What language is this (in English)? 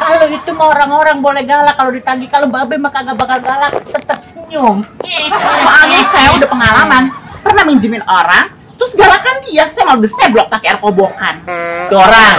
Betawi